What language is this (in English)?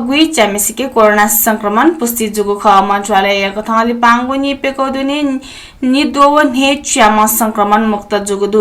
Newari